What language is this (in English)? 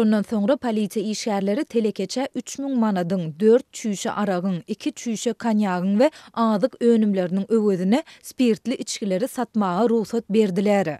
Turkmen